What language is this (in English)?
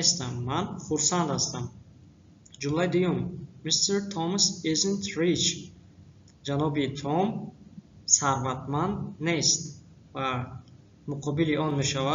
Tajik